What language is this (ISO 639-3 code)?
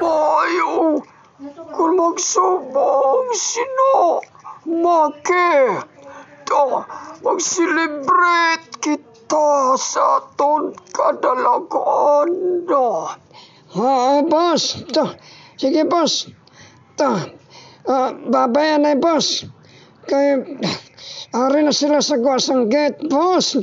hil